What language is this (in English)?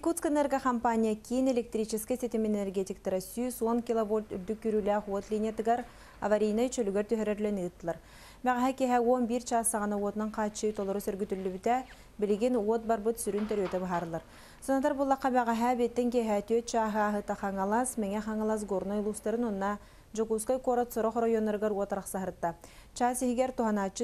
Yakut